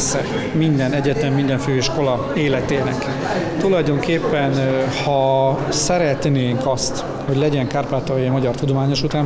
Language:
Hungarian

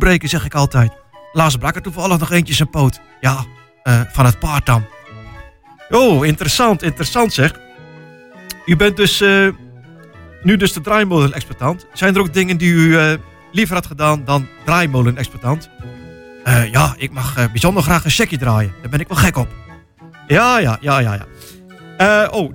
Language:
Dutch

